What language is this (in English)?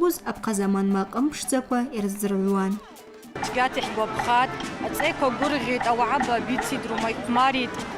Abkhazian